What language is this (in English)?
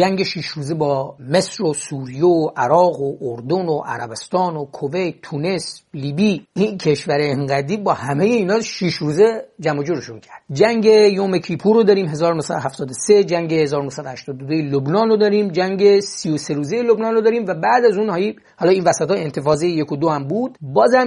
Persian